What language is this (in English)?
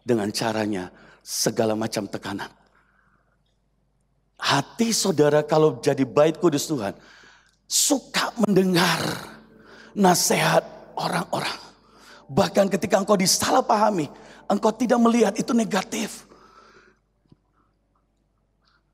Indonesian